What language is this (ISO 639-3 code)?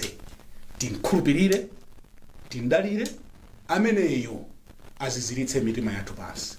nya